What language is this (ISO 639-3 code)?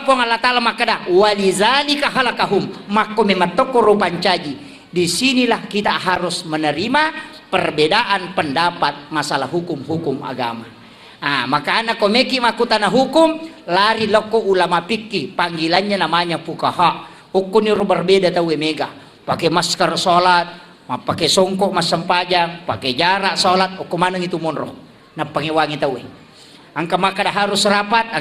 bug